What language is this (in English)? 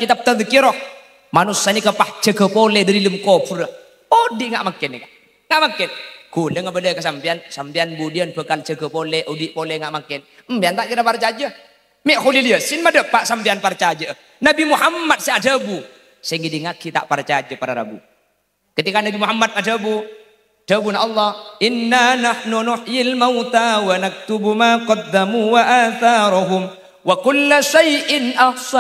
Madurese